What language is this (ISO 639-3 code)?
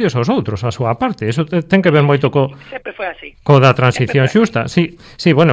glg